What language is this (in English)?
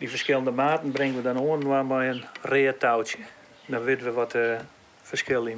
Western Frisian